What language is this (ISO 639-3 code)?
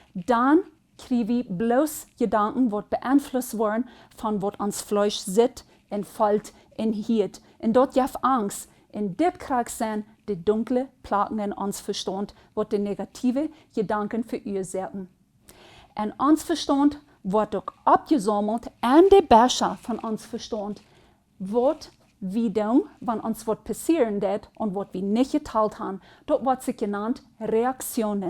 pdt